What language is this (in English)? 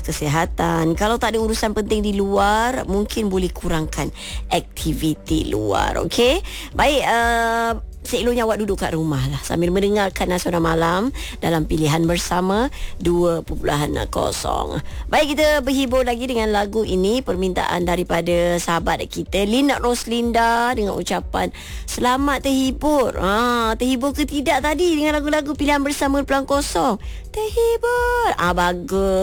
Malay